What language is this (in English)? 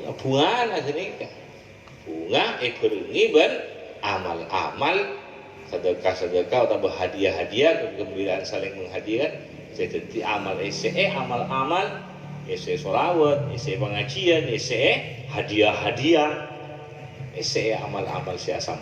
Madurese